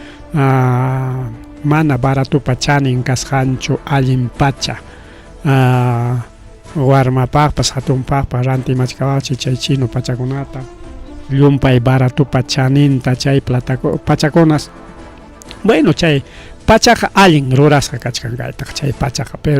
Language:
Ayacucho Quechua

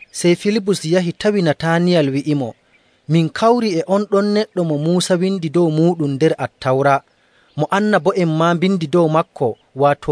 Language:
Nigerian Fulfulde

